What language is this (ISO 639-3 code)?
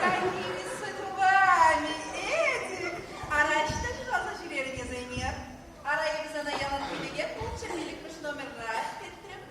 chv